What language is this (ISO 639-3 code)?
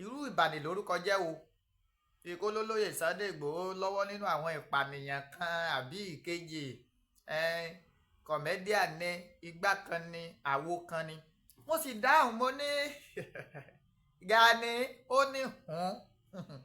yor